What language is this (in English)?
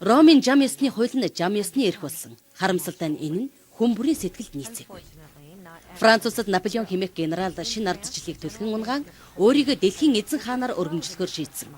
Mongolian